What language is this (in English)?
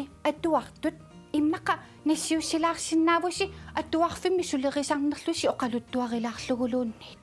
Kalaallisut